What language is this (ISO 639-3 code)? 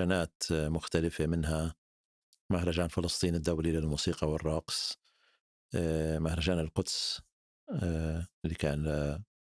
apc